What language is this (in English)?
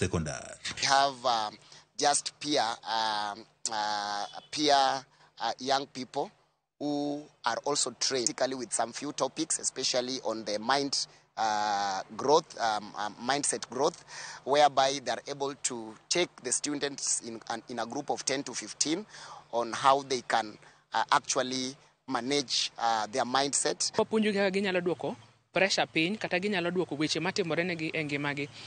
Luo (Kenya and Tanzania)